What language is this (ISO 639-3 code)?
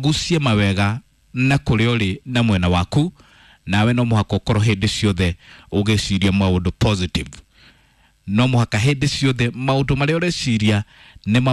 kik